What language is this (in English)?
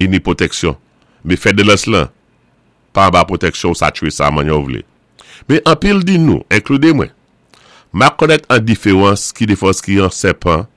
Saint Lucian Creole French